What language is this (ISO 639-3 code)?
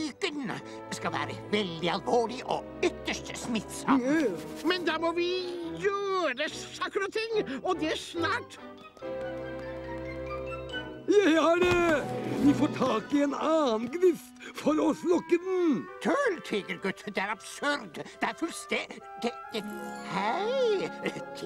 nor